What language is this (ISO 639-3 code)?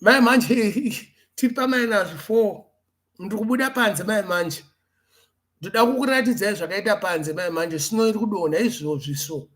sna